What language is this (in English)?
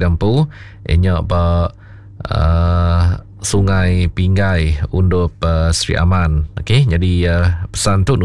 Iban